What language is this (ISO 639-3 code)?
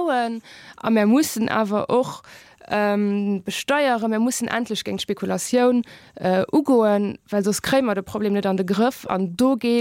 ltz